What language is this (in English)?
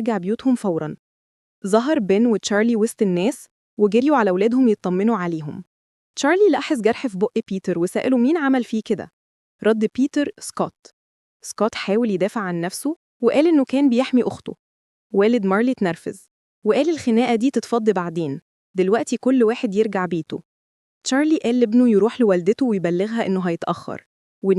Egyptian Arabic